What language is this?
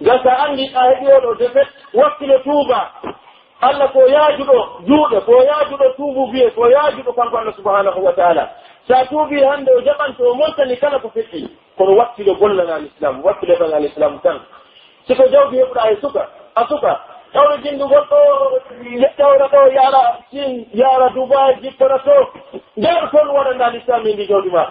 Pular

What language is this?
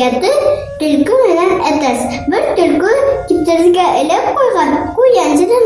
Bashkir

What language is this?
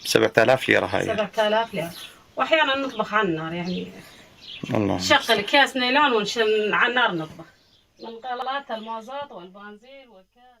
Kurdish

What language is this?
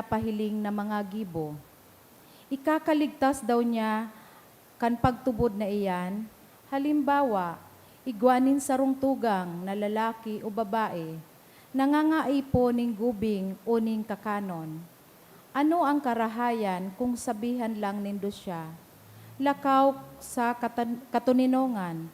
Bikol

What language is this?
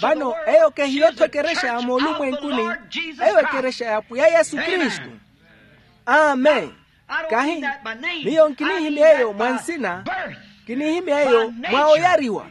Makhuwa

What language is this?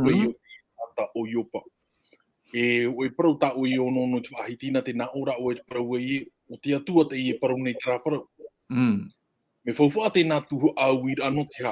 Tahitian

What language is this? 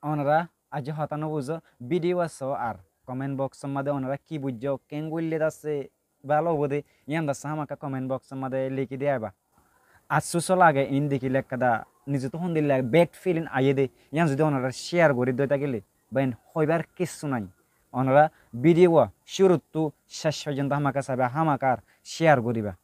Rohingya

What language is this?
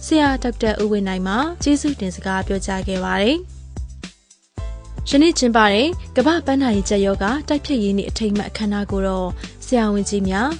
Burmese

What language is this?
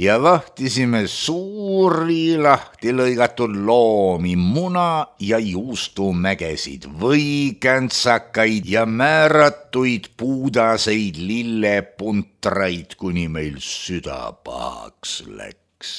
Estonian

